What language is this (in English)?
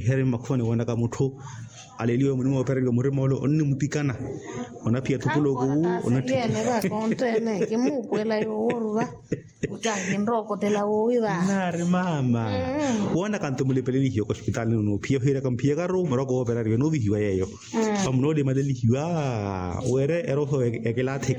Makhuwa